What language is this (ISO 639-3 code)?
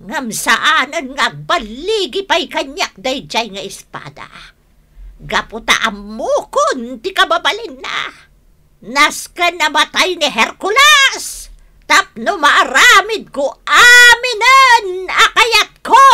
ilo